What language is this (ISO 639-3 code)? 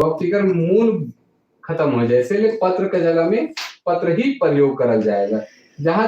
sck